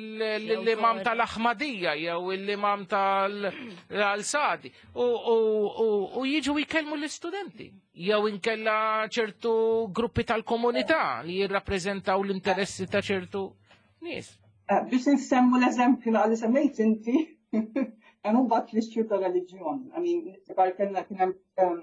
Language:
Maltese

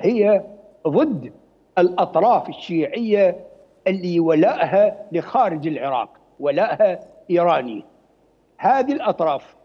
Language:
Mesopotamian Arabic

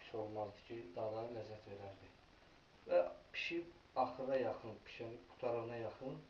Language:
Azerbaijani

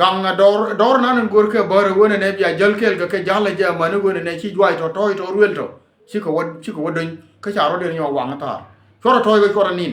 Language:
Nuer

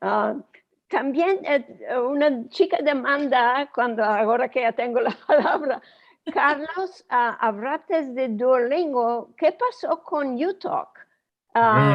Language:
Ladino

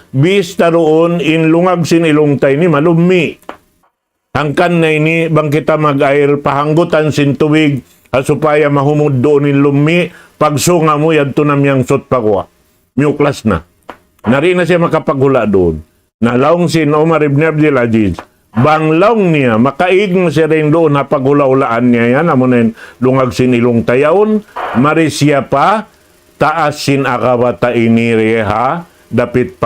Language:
Tausug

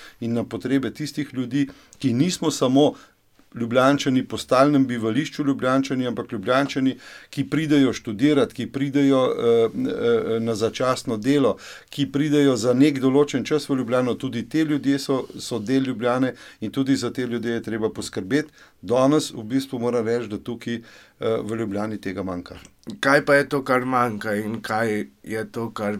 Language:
Slovenian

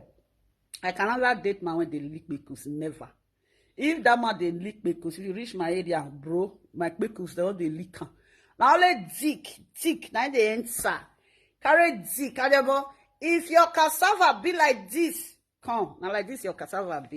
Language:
Nigerian Pidgin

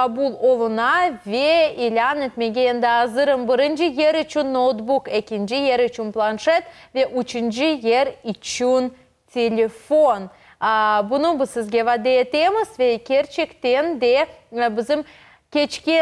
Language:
Crimean Tatar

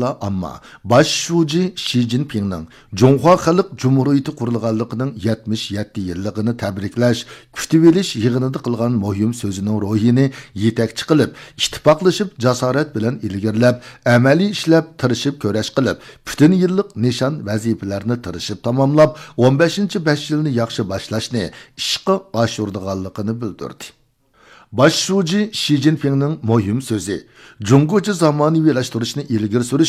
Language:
Uyghur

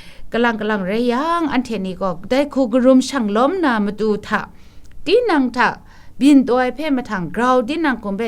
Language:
Kachin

